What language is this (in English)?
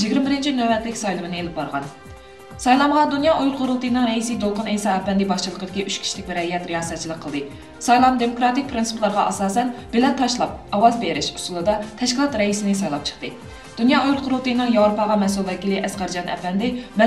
Uyghur